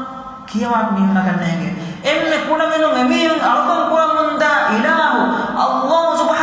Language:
Divehi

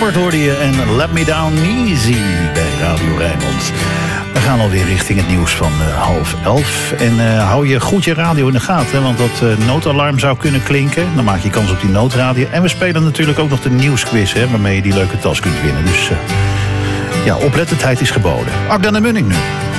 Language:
Dutch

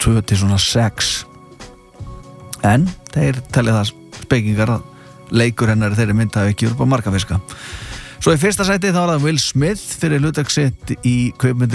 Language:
Icelandic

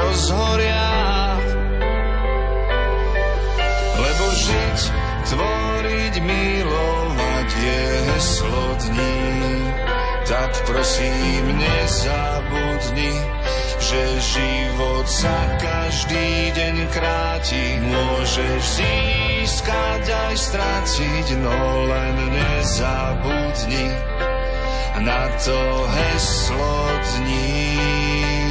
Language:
Slovak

